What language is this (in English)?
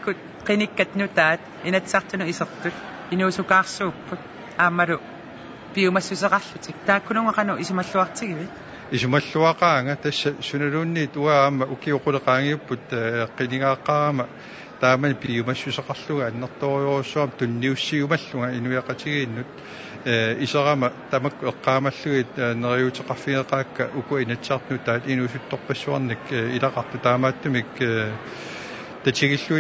Kalaallisut